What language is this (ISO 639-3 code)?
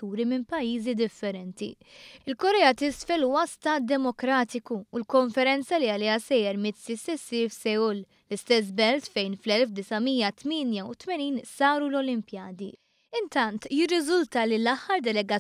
mlt